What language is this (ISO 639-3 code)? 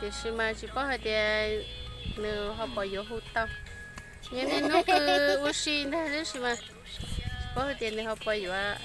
hmn